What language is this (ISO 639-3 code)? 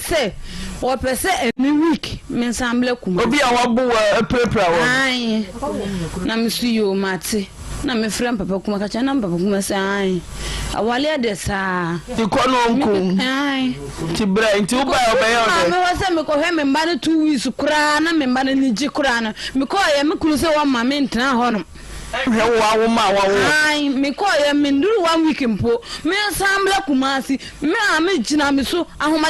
aka